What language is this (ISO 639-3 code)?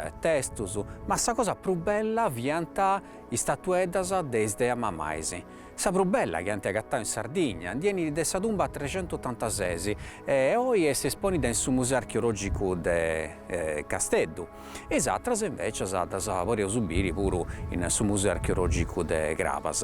srd